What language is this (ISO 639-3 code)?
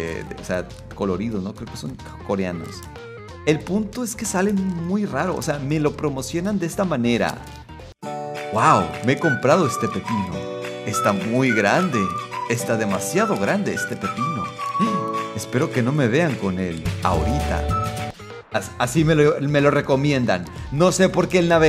spa